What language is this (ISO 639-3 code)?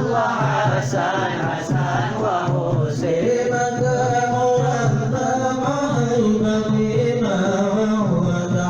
bjn